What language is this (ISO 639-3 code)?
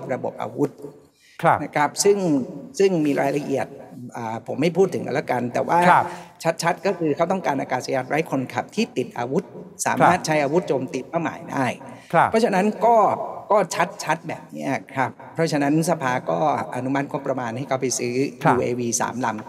tha